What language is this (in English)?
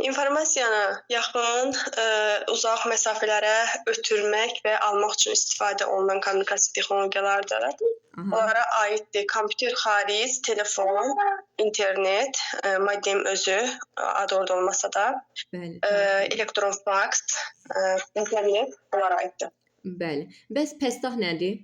Azerbaijani